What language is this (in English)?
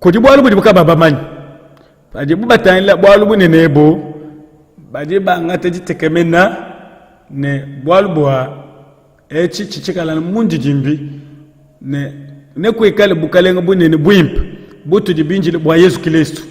Luba-Lulua